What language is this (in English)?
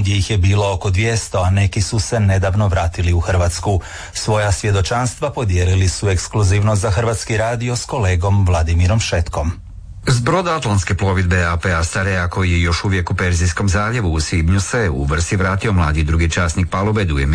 Croatian